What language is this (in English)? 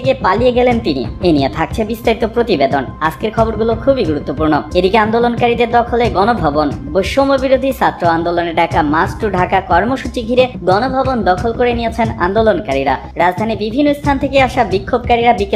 Bangla